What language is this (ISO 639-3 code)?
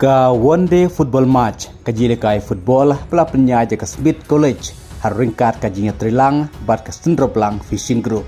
kha